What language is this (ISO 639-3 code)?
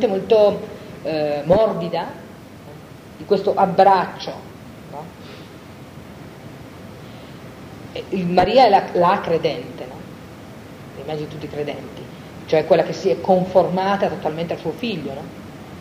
ita